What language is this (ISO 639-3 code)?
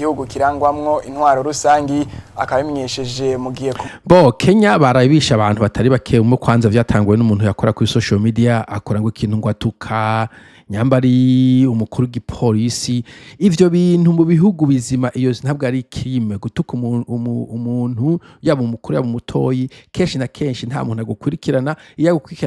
run